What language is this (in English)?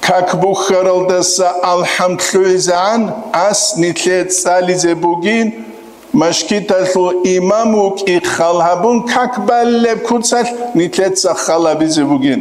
Avaric